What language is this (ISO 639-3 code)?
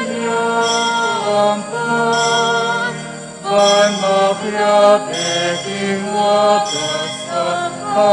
pam